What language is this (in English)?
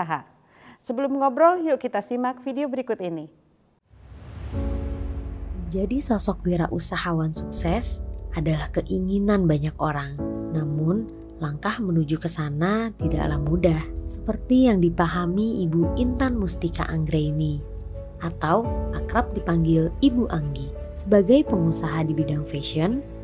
Indonesian